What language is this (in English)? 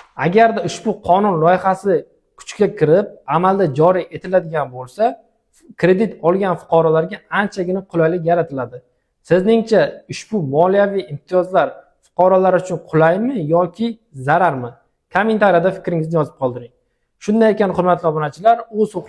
Uzbek